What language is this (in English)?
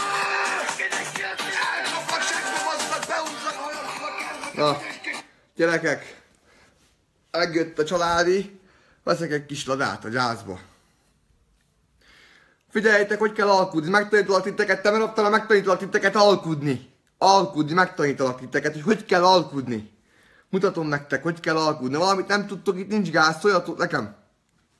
Hungarian